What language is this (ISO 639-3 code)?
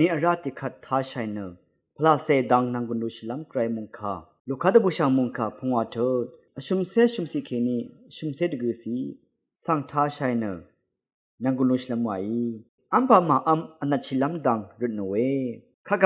raw